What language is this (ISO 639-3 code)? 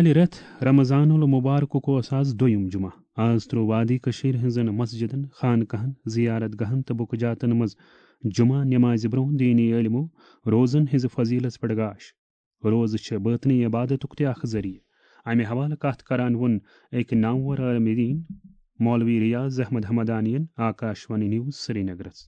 kas